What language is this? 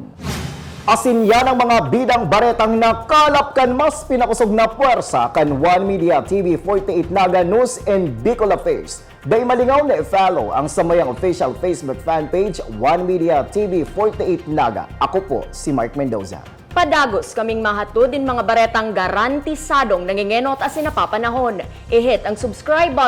Bikol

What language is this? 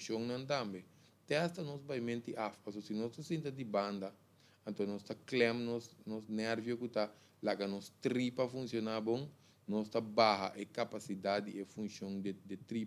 Papiamento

